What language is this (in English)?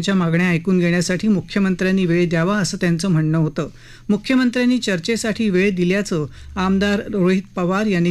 Marathi